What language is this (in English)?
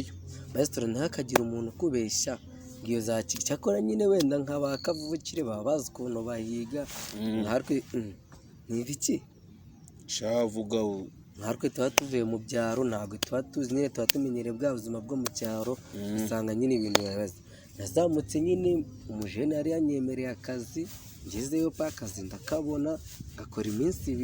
Kinyarwanda